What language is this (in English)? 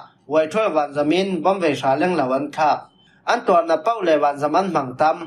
Falam Chin